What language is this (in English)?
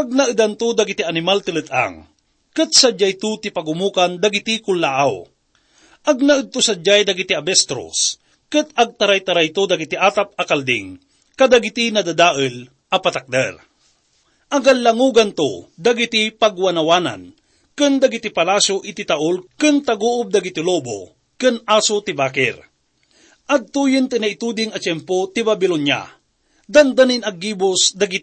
Iloko